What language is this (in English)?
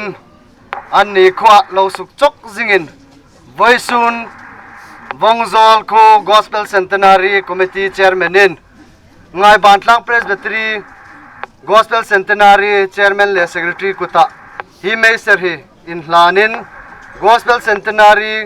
Hmar